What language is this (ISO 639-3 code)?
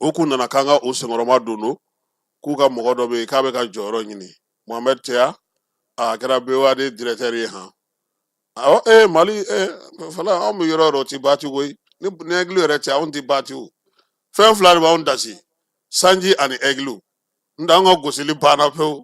bam